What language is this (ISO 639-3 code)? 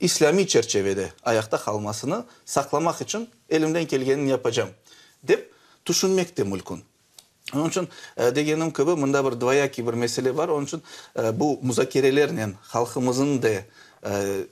crh